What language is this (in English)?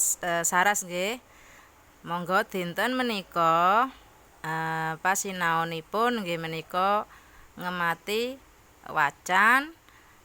Javanese